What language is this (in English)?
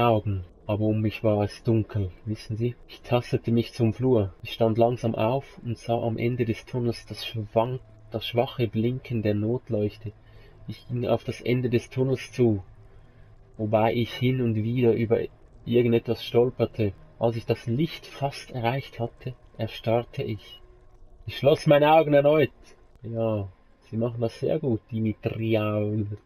Swiss German